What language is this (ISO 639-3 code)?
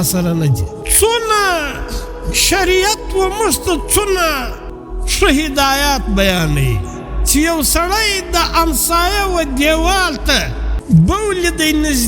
pus